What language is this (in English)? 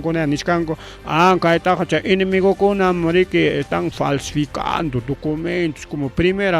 Ayacucho Quechua